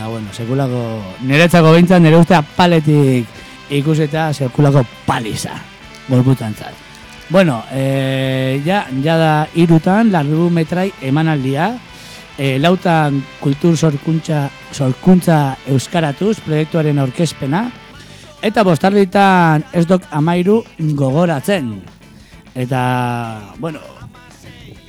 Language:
Basque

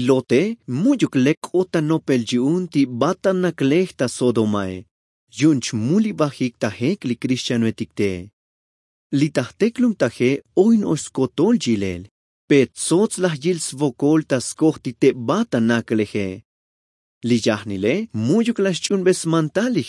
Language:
Tzotzil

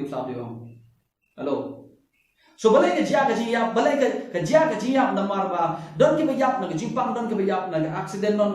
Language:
Khasi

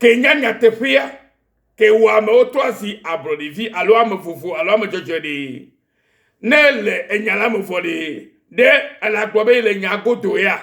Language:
Ewe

